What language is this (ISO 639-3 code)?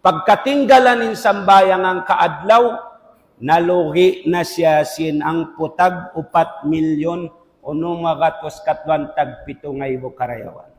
tsg